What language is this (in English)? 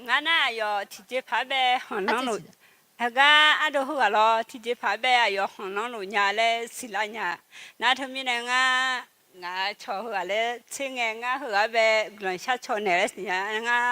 Akha